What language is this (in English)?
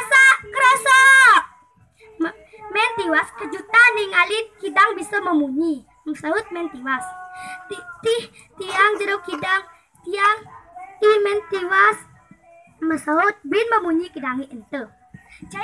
Balinese